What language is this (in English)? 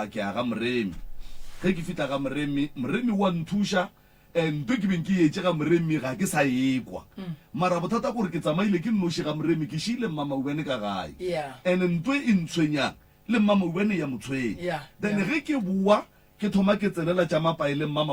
Northern Sotho